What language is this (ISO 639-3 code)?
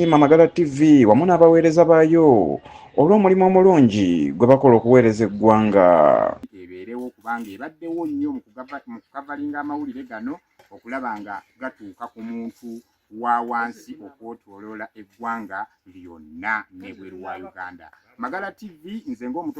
lug